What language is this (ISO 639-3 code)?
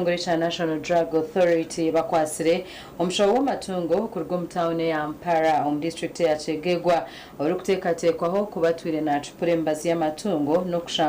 nyn